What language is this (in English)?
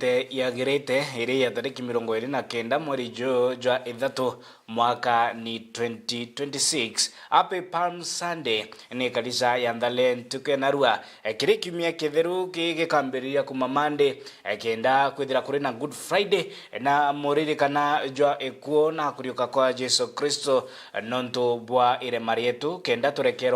Meru